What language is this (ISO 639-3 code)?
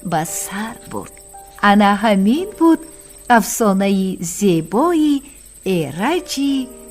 tgk